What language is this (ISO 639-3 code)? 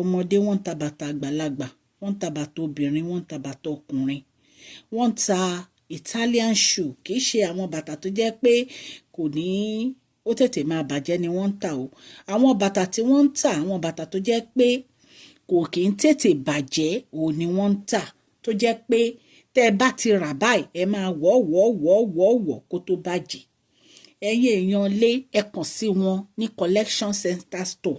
yor